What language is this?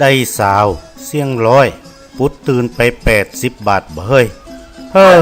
Northern Thai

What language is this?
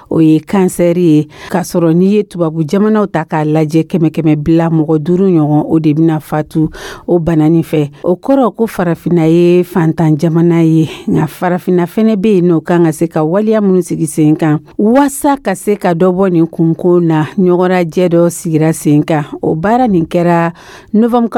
Dyula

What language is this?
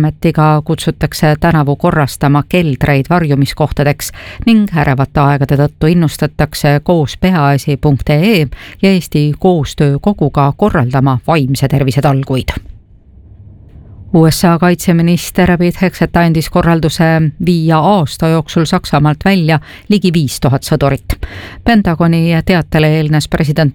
Estonian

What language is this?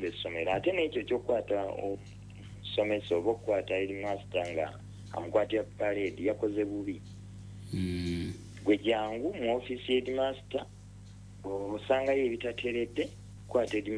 Ganda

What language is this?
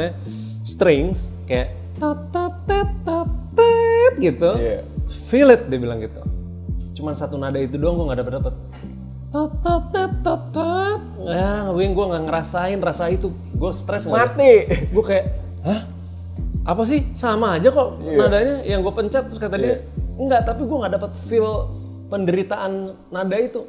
Indonesian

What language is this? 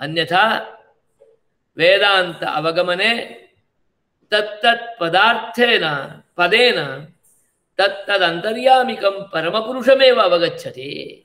Sanskrit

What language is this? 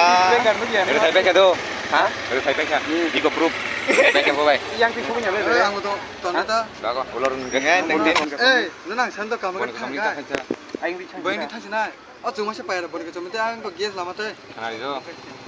Kok Borok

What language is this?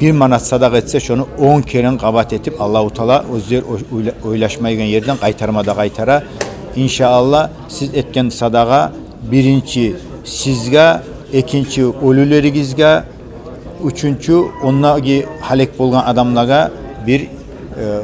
Kumyk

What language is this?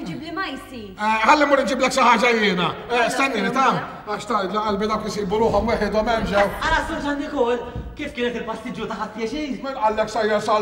Maltese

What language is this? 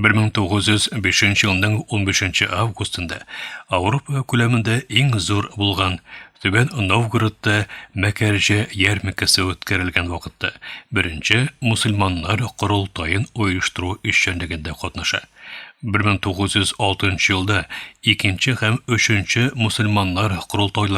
Tatar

